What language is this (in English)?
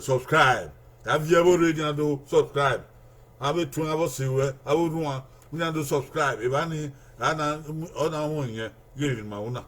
Bini